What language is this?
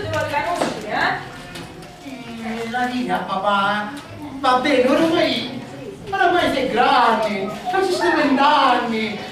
Sicilian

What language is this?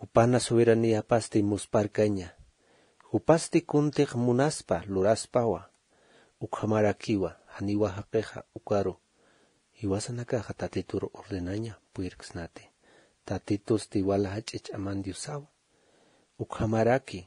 Aymara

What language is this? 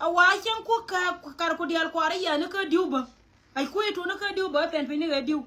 Nuer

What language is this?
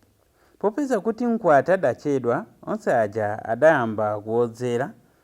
Nyanja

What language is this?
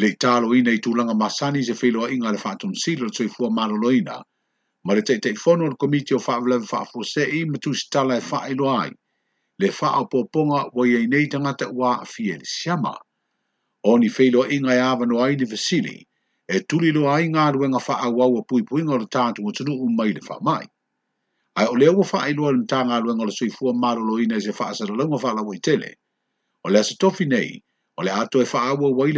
Samoan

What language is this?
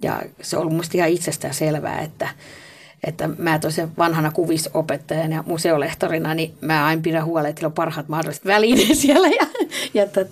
Finnish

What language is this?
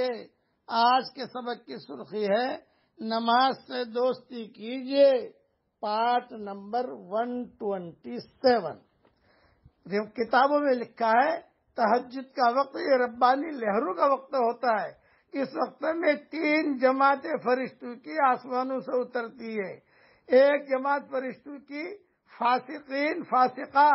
Urdu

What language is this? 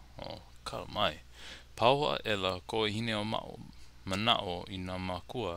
Hawaiian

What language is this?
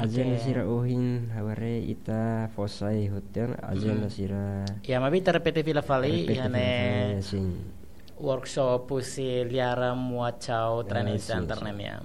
Tetum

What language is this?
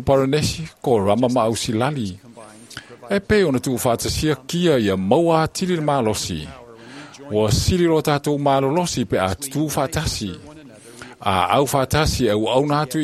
Samoan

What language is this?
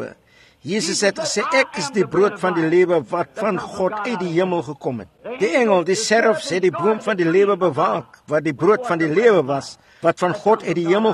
Afrikaans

